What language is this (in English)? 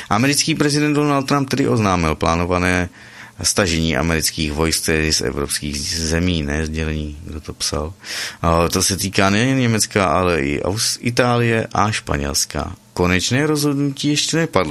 Czech